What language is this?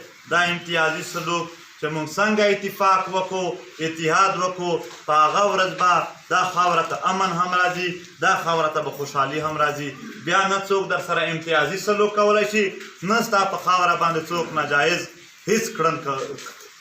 Pashto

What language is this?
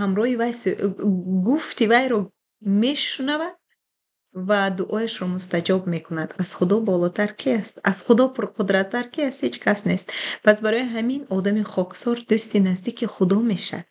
Tajik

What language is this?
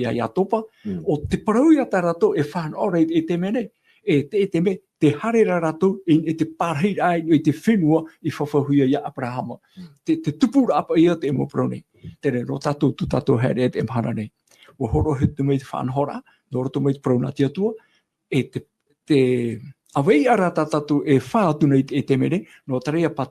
Tahitian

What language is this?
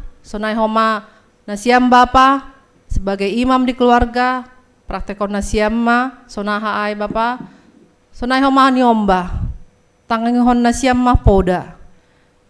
Batak Simalungun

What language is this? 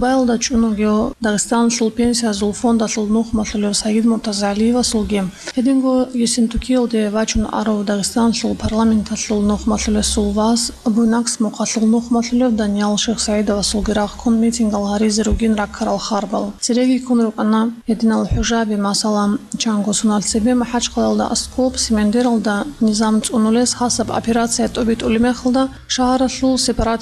Avaric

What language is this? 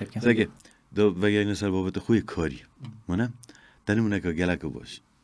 Kurdish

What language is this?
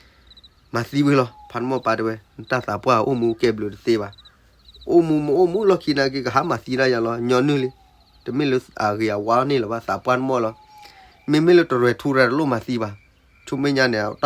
S'gaw Karen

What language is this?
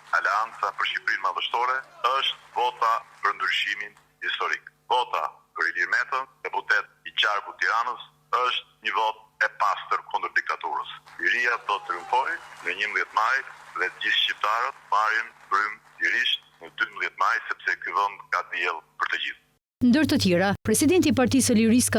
Albanian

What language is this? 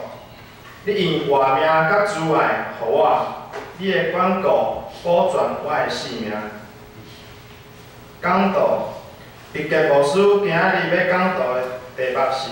Min Nan Chinese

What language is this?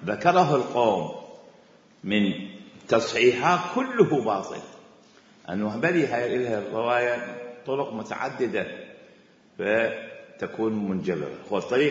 Mesopotamian Arabic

